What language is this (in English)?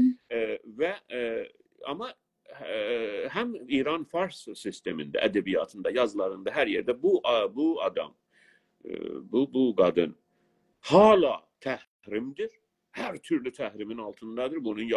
South Azerbaijani